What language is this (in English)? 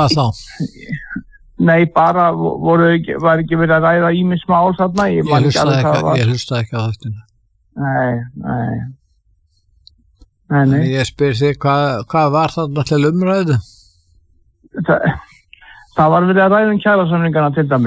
Icelandic